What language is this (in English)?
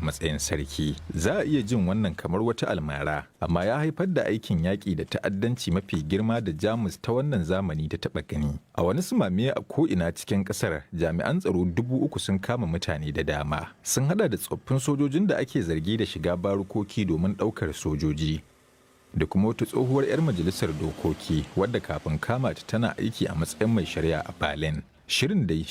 Hausa